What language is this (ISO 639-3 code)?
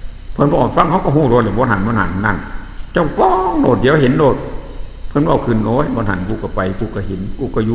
tts